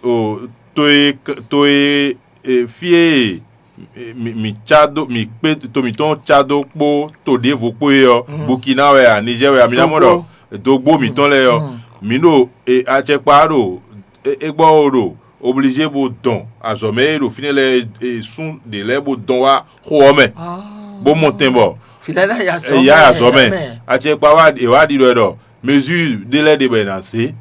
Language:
Fon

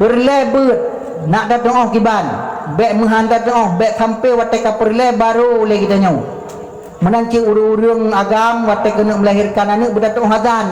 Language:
Achinese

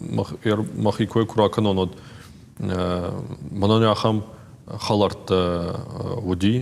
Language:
Ossetic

